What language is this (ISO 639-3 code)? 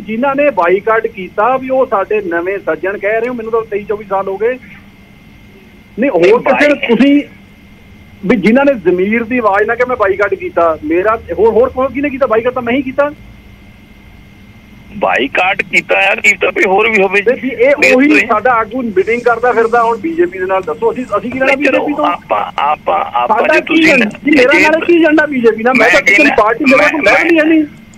pan